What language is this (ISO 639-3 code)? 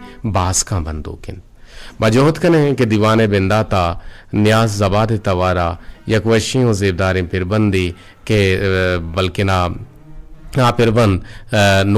bgp